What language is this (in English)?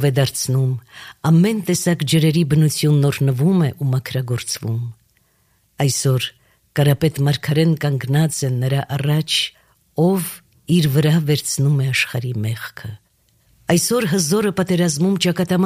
Armenian